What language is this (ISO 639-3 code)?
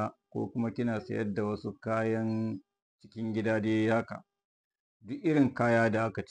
hau